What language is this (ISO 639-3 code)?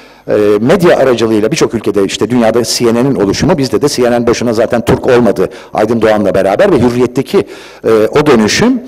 tur